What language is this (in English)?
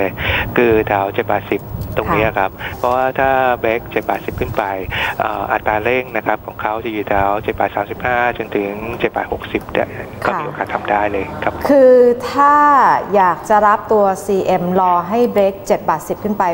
Thai